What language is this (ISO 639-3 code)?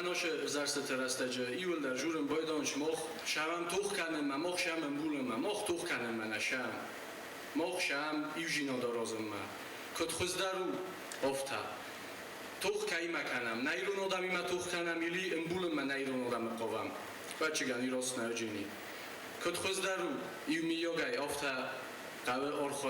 oss